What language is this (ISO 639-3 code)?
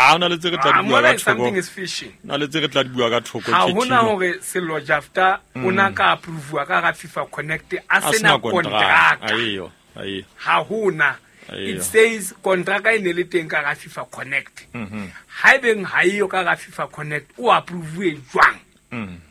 sot